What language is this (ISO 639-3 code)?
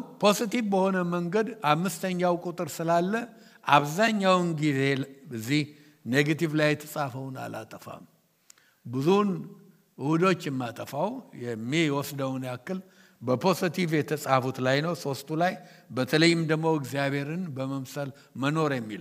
amh